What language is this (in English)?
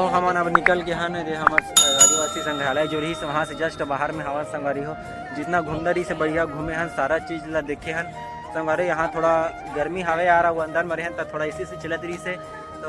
Chhattisgarhi